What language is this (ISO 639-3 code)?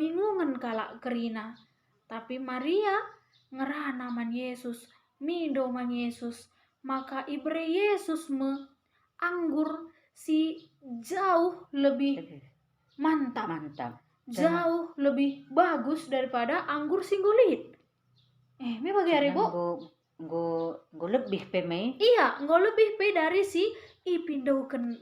btx